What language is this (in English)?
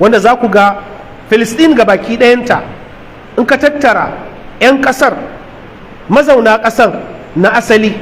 Hausa